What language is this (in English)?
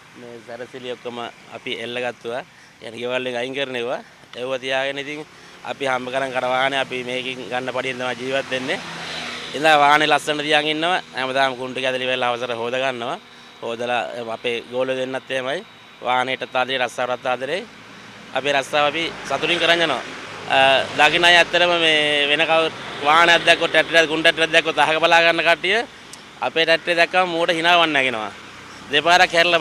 Sinhala